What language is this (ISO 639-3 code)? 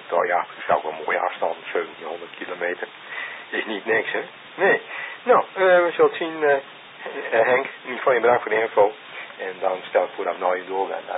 nld